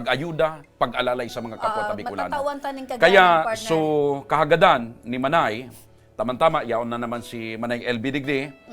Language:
Bikol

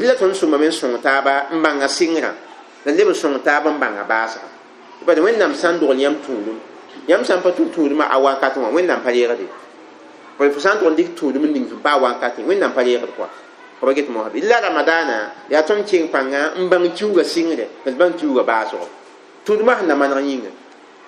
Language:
Mossi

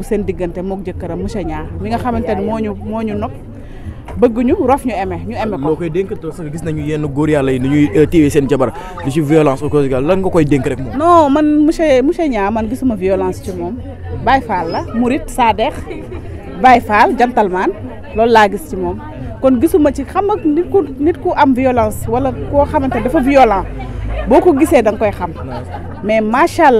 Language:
Wolof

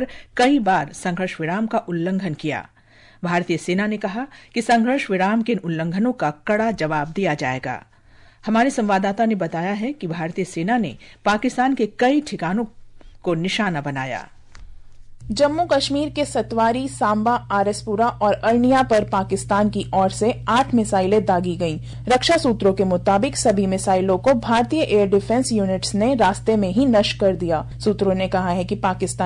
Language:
Hindi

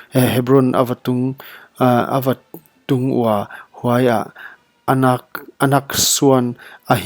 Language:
Paite Chin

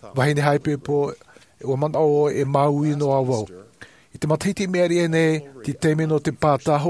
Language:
Tahitian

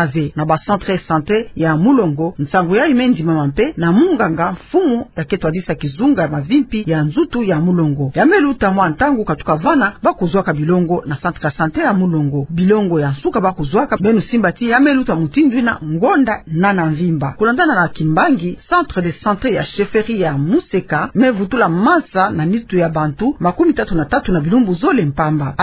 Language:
Kituba (Democratic Republic of Congo)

